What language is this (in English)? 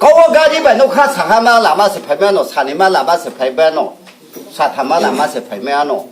Riang (India)